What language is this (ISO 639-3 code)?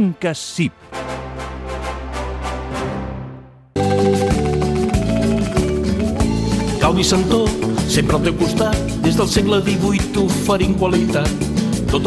cat